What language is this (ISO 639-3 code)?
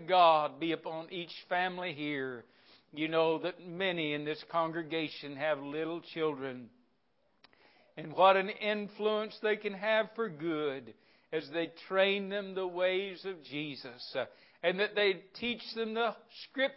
eng